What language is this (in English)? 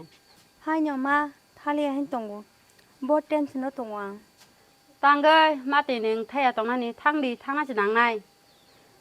Kok Borok